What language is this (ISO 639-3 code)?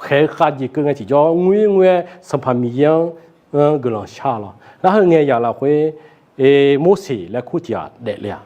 ahk